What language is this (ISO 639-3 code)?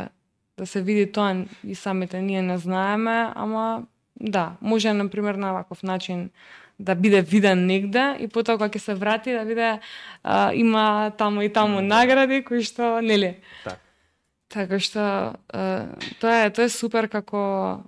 mkd